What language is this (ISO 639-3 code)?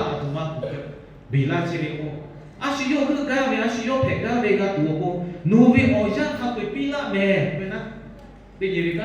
lhu